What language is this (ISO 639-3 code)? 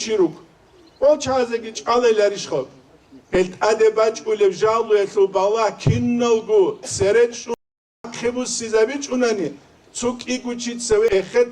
ava